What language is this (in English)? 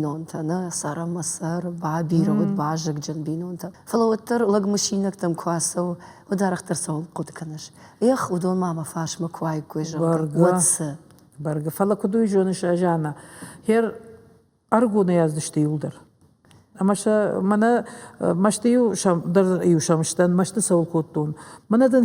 Ossetic